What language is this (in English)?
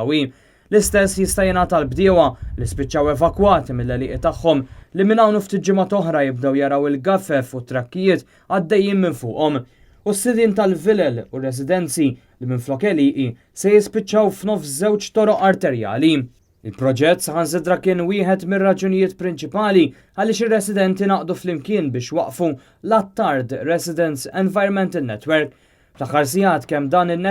Maltese